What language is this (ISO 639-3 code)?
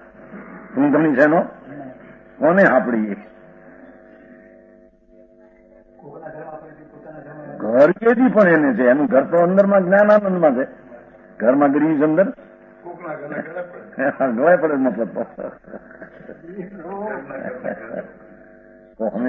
guj